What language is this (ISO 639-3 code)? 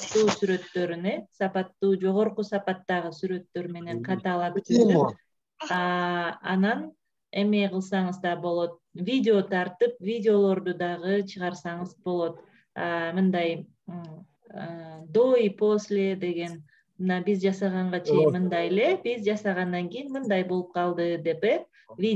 kir